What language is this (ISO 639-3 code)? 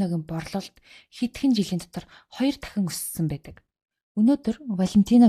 mon